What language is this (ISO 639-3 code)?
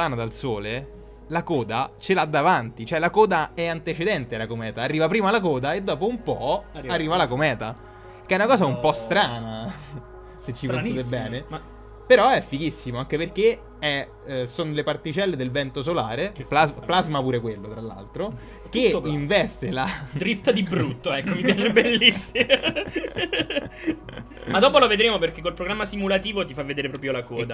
ita